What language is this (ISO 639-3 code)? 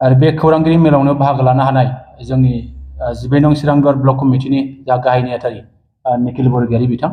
brx